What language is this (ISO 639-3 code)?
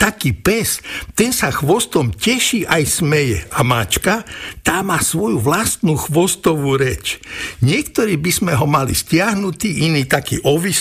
slk